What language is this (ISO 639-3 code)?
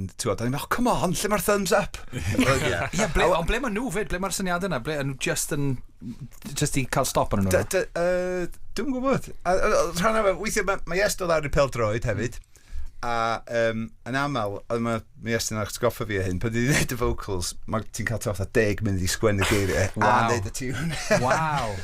cym